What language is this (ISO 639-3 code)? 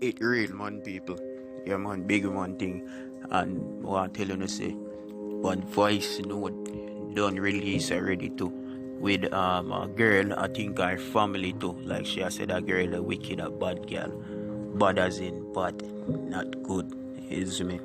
jam